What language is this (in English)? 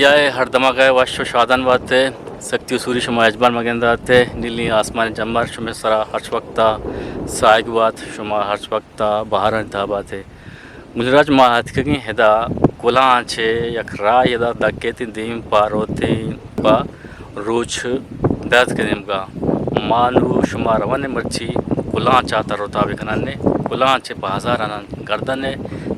Eastern Balochi